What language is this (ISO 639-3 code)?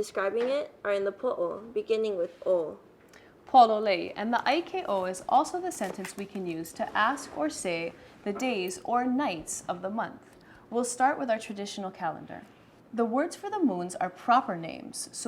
haw